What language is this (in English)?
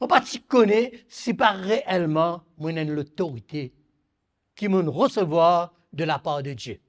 Morisyen